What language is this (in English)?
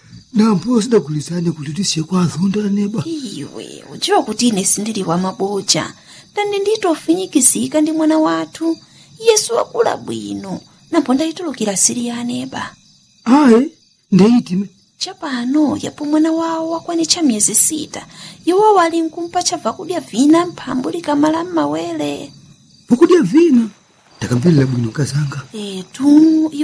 Nyanja